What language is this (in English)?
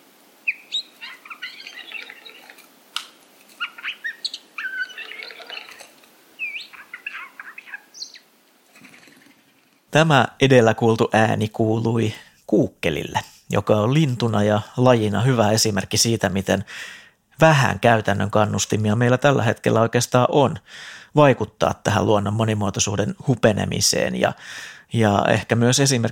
Finnish